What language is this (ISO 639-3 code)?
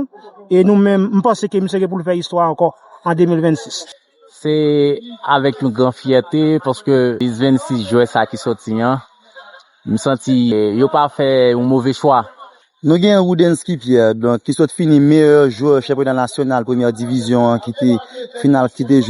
hat